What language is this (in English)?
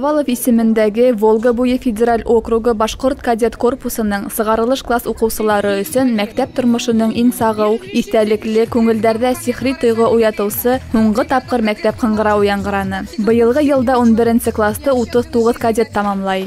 Bashkir